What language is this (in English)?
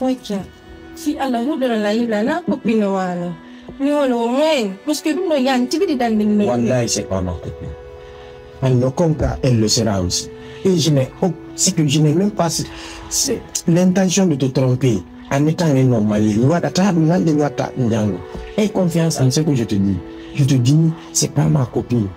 Pular